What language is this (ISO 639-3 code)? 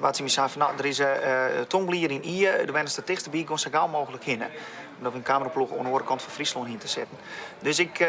fry